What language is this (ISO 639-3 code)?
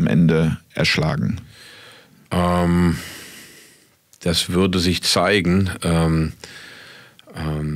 deu